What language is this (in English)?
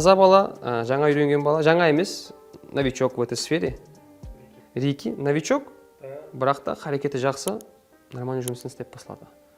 Kara-Kalpak